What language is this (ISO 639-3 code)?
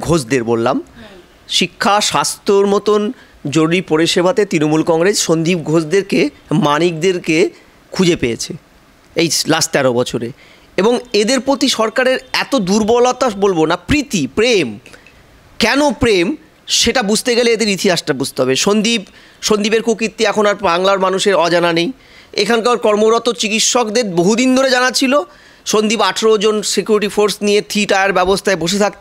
ben